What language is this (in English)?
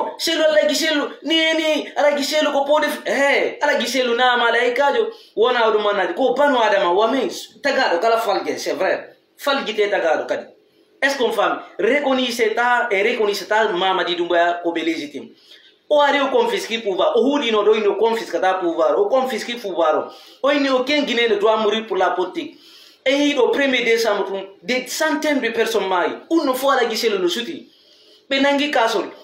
Fula